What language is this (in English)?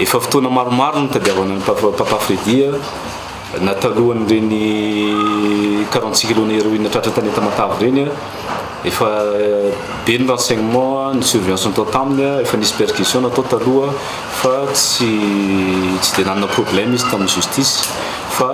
Malagasy